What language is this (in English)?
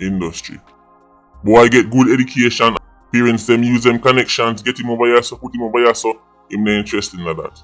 Jamaican Creole English